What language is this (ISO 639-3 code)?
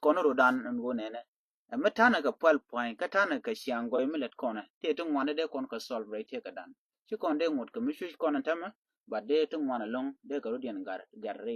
nus